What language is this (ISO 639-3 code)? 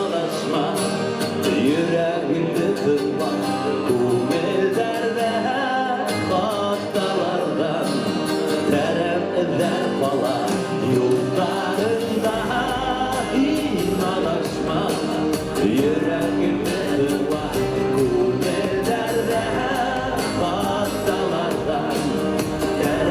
bak